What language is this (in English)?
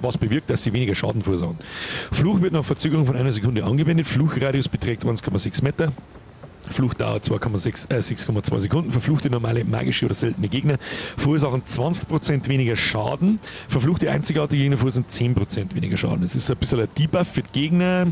Bavarian